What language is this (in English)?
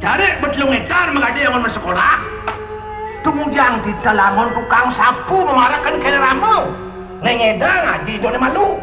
Balinese